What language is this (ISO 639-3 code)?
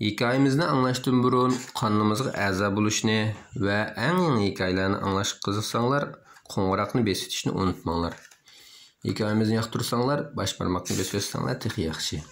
uig